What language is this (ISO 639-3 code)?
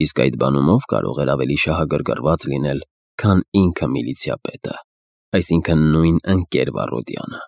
hye